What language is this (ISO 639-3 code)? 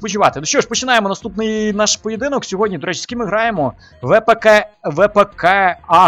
ukr